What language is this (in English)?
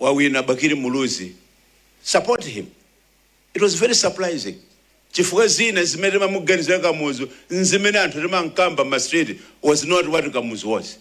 Nyanja